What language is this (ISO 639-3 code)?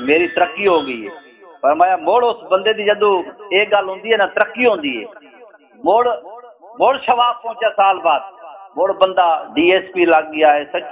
skr